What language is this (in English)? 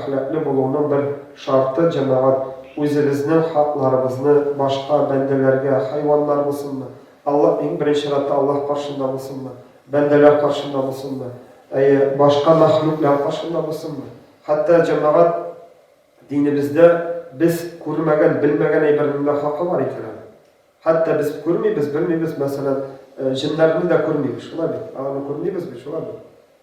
Tatar